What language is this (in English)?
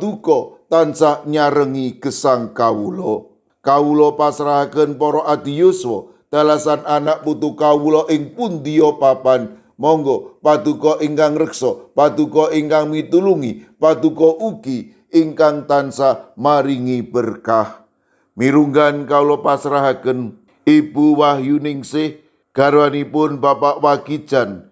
Javanese